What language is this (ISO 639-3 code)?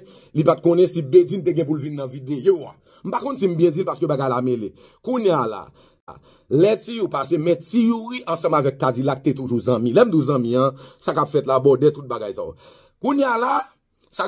hat